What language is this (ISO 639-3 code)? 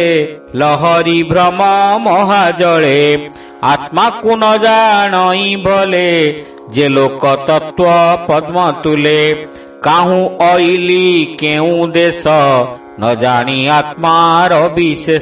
ori